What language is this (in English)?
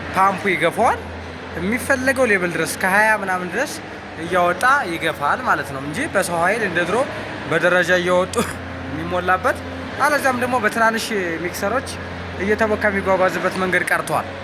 Amharic